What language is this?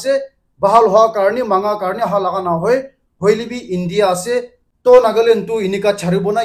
Naga Pidgin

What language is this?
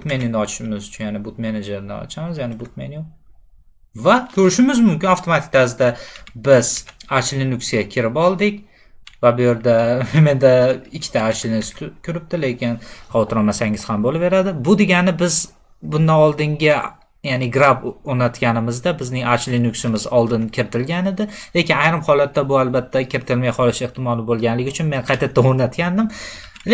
Uzbek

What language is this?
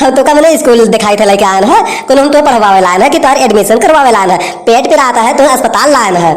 Awadhi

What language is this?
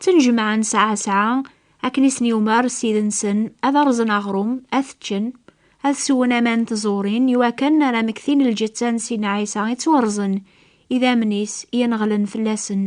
Kabyle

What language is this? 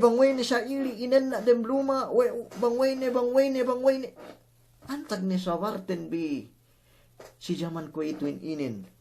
Yakan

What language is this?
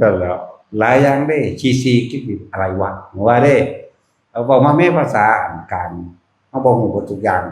Northeastern Thai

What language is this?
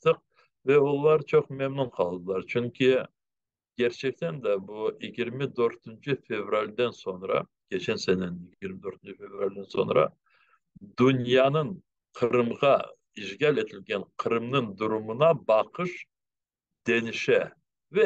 Crimean Tatar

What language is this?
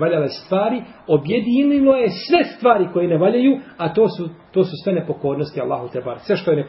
Bosnian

